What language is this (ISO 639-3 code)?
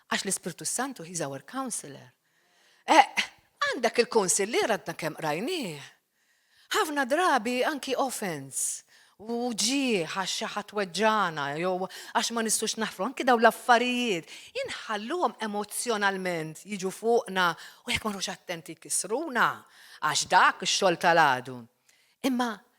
mlt